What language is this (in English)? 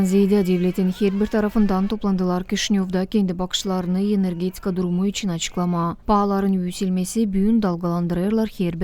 Gagauz